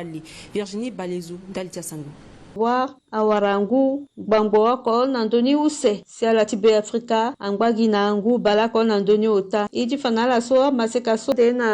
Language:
Sango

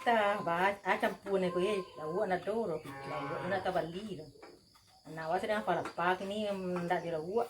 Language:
Minangkabau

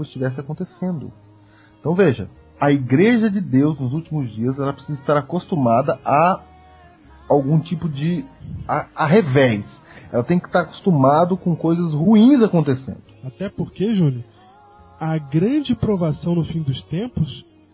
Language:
Portuguese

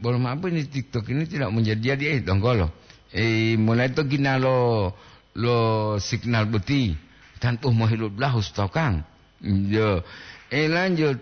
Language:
Gorontalo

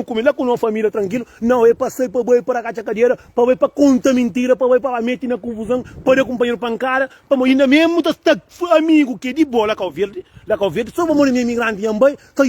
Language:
Kabuverdianu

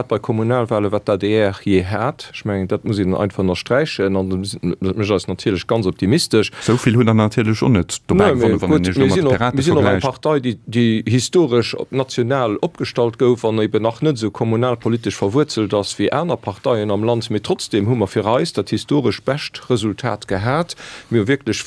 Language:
Luxembourgish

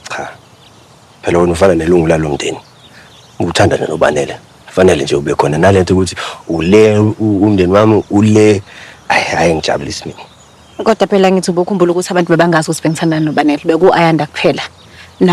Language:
Zulu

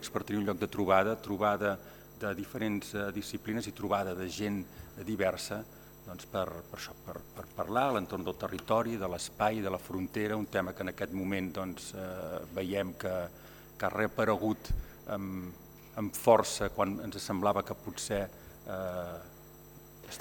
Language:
Catalan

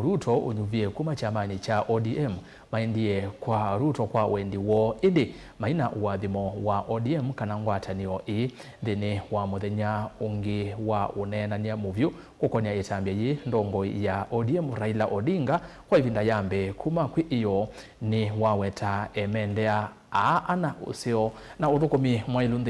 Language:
Kamba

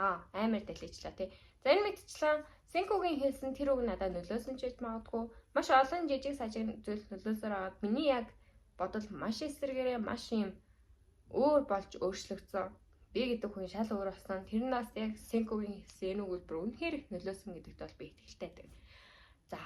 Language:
Mongolian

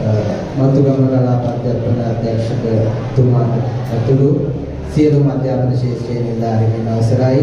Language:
Sinhala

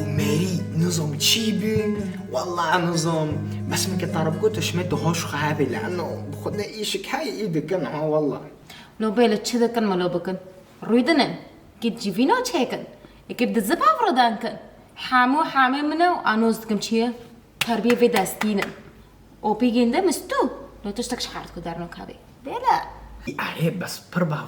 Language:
Kurdish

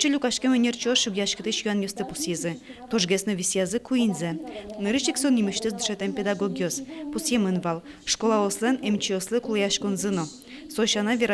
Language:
Udmurt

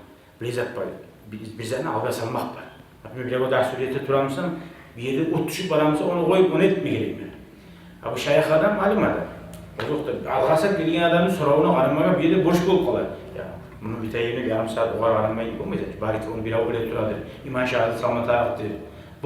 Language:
Kumyk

